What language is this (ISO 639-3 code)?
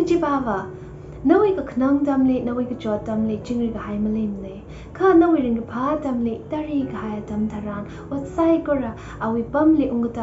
nmf